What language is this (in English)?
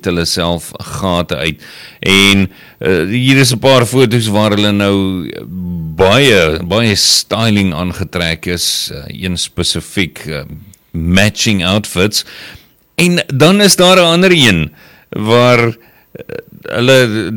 Afrikaans